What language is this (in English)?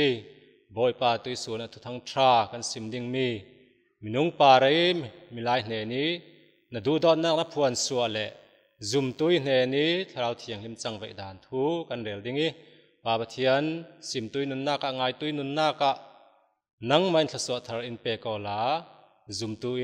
Falam Chin